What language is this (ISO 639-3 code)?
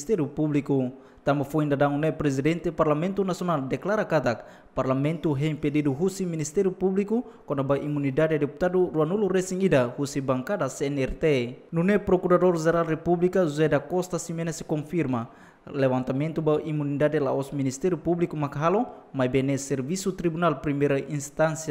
tet